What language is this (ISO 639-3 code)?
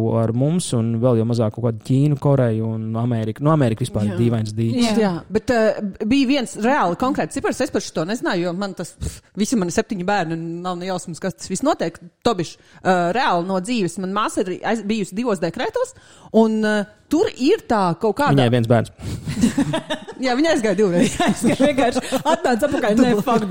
lav